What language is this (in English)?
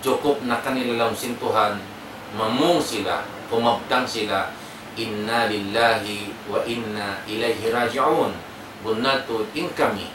Tausug